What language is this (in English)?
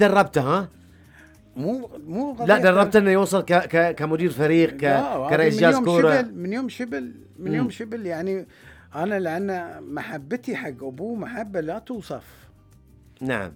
Gulf Arabic